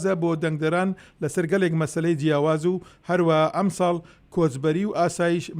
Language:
Central Kurdish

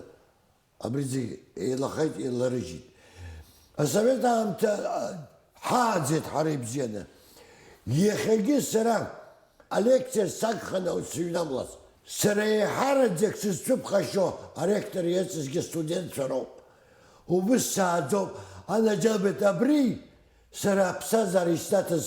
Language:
Abkhazian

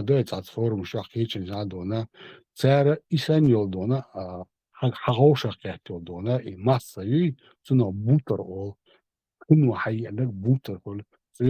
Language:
Chechen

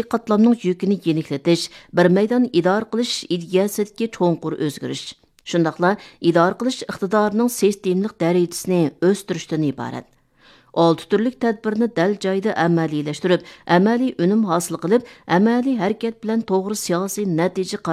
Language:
Uyghur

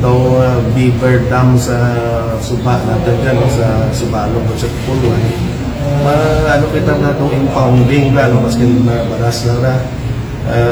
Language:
Kinaray-a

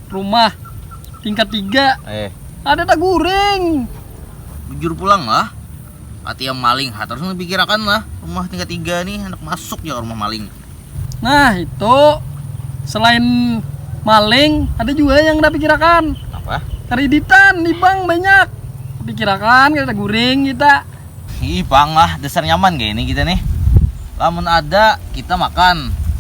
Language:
Banjar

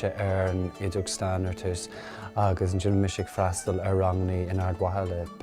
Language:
Irish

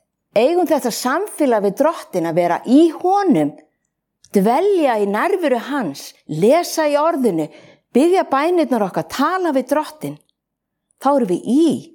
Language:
Icelandic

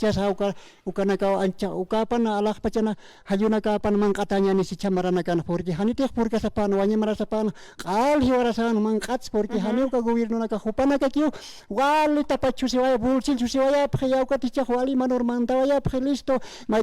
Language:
Aymara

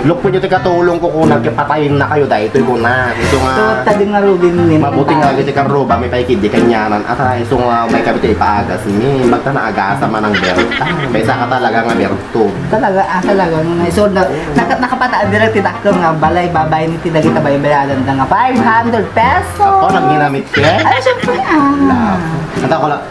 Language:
Iloko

